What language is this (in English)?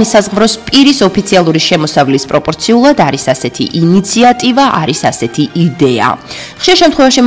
Georgian